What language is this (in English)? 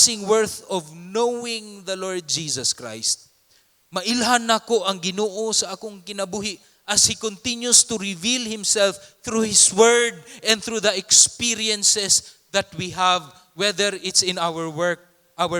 Cebuano